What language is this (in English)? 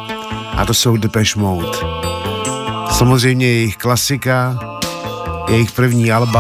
Czech